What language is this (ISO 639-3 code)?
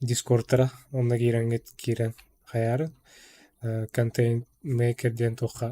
sah